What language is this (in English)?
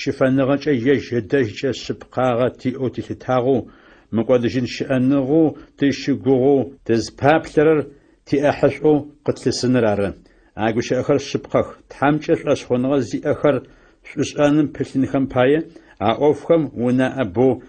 Adyghe